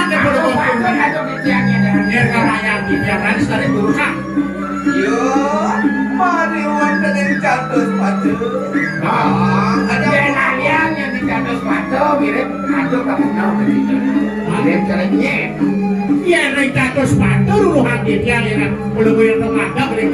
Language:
Balinese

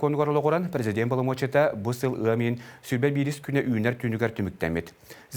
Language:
Yakut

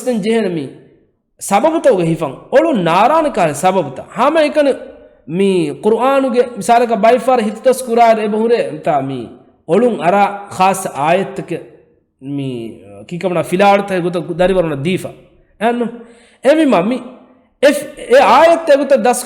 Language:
Divehi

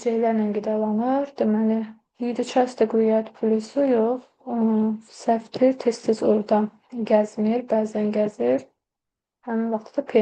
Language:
Azerbaijani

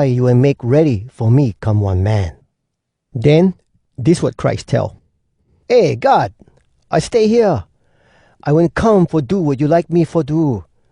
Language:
Hawai'i Creole English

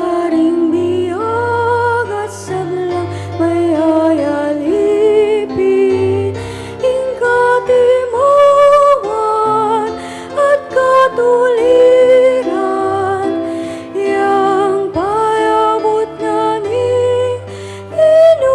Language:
Pampanga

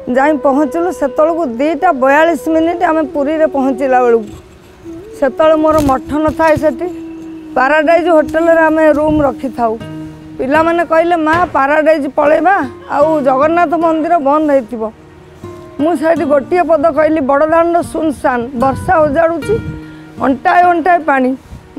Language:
Odia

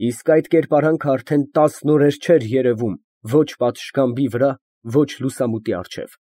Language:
Armenian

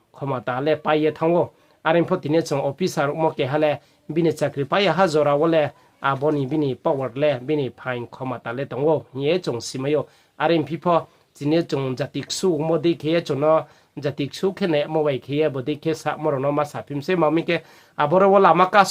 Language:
Riang (India)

